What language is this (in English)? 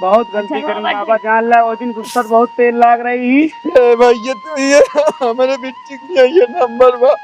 Awadhi